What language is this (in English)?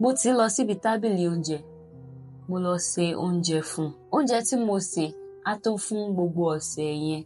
Yoruba